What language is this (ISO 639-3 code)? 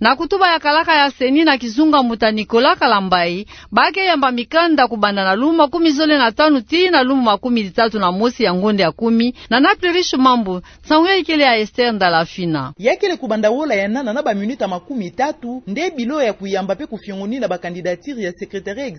ktu